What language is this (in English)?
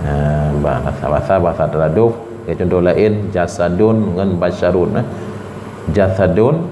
Achinese